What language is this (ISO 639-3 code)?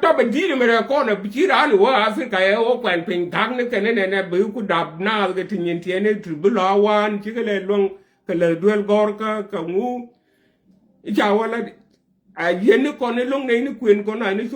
nus